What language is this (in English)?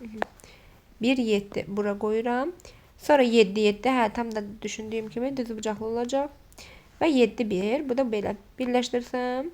Azerbaijani